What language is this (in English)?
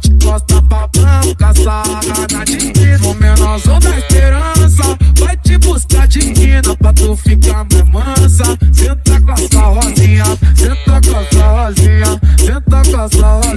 Portuguese